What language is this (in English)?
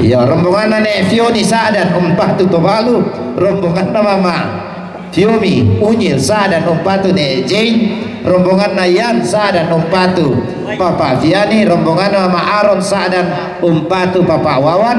Toraja-Sa'dan